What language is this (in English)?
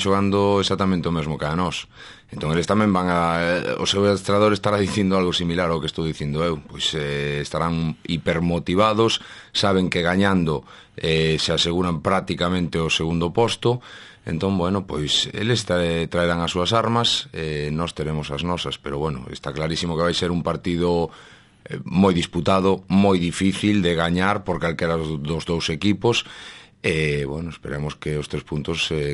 Galician